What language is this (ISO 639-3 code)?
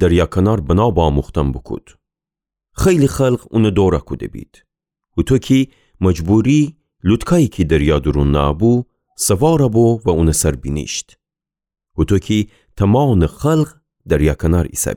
glk